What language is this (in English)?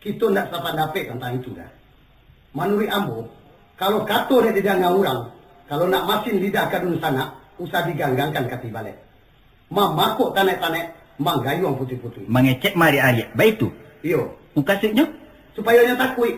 Minangkabau